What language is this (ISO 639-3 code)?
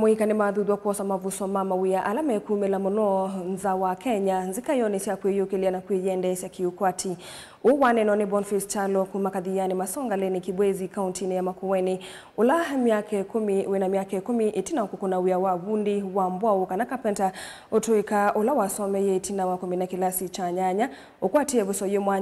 kam